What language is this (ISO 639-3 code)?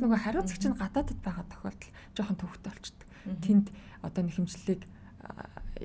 mon